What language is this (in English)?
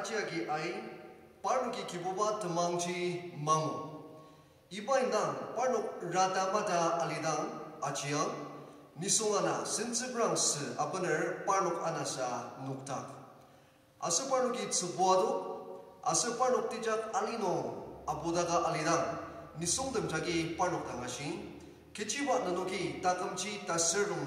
Ao Naga